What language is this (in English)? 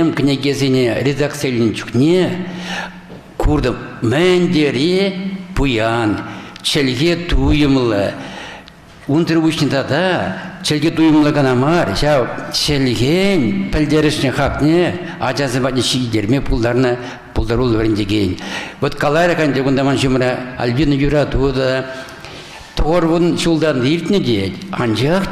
Chuvash